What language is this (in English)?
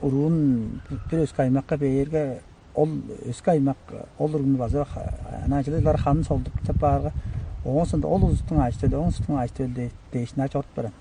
Tuvinian